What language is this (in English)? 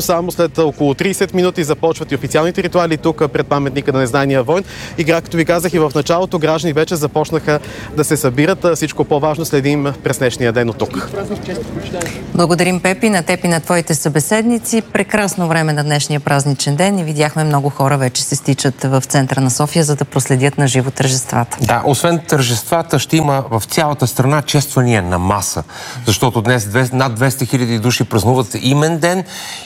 Bulgarian